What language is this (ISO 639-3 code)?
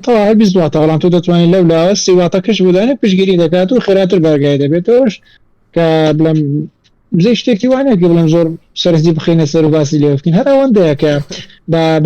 ckb